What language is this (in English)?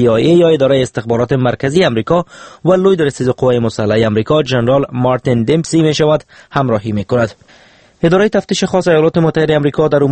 Persian